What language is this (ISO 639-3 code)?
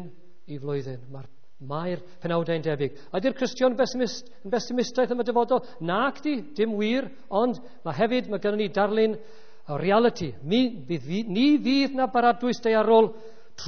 cym